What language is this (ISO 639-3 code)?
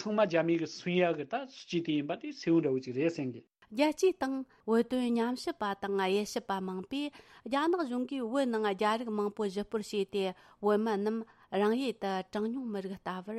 bod